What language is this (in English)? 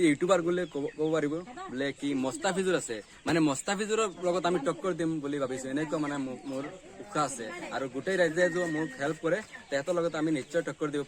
Assamese